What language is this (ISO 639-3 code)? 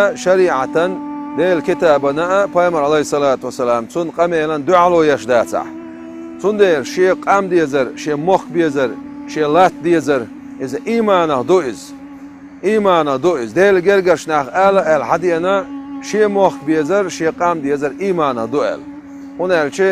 che